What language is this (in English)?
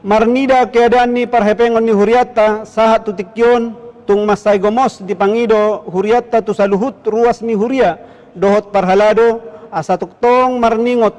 Batak Toba